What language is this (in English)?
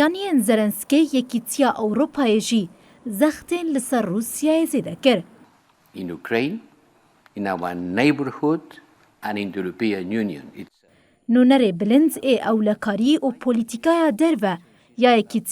Kurdish